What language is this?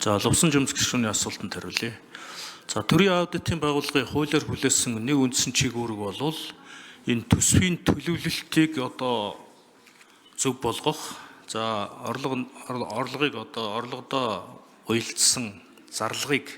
Mongolian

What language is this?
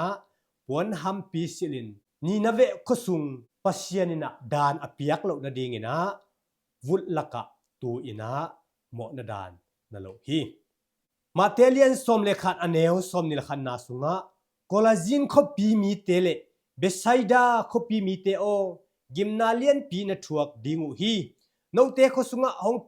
Tedim Chin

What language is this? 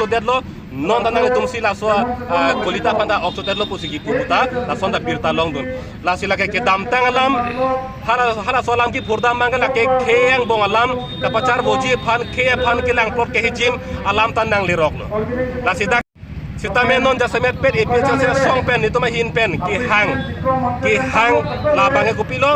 Karbi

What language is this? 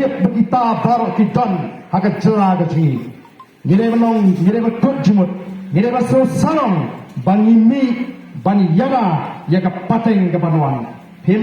Khasi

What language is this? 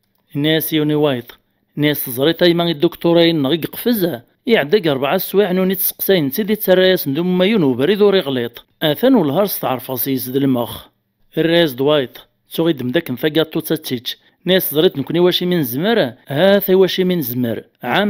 Kabyle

